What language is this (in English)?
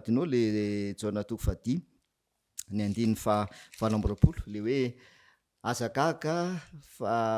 Malagasy